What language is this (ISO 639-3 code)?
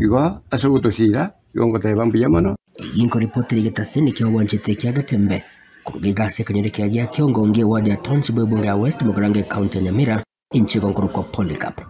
guz